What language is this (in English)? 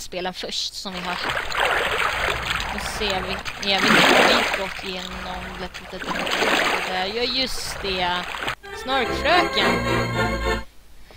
Swedish